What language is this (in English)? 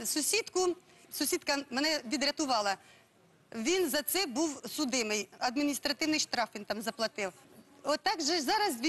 Ukrainian